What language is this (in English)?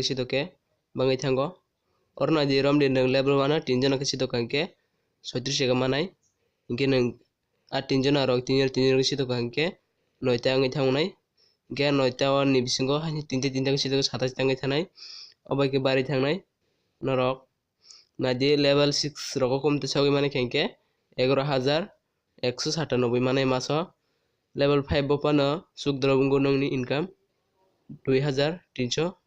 Kok Borok